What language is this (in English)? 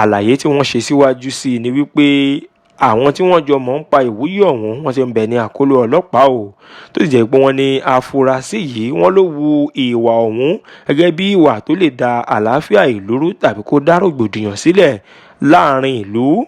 Yoruba